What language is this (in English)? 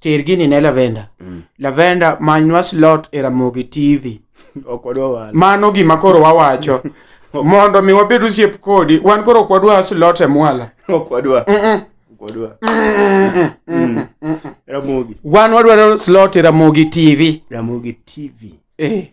Luo (Kenya and Tanzania)